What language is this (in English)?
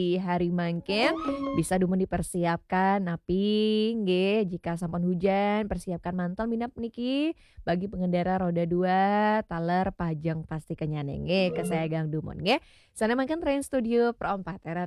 Balinese